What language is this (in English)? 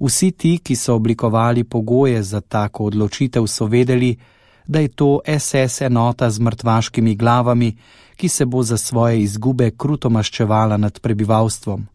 Slovenian